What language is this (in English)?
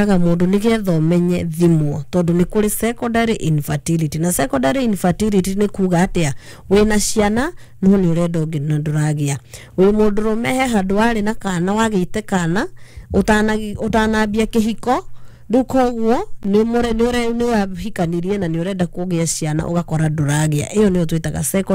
Kikuyu